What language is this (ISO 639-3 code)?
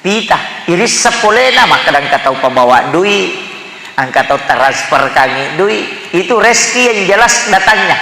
bug